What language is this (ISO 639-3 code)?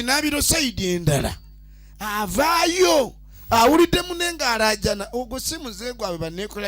lug